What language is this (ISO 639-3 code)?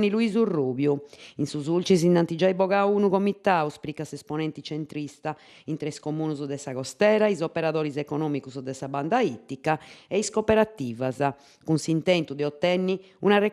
srd